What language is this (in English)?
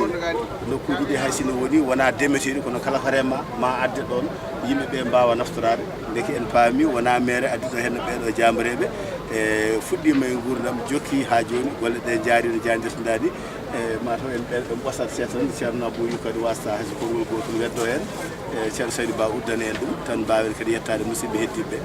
Fula